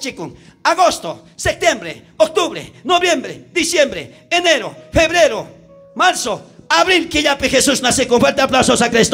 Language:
South Bolivian Quechua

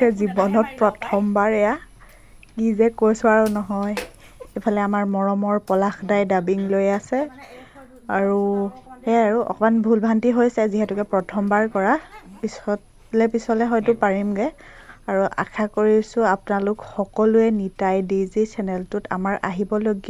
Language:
Assamese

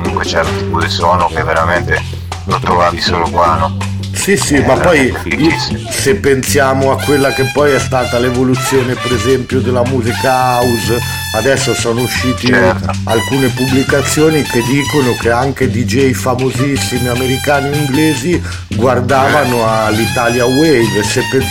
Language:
Italian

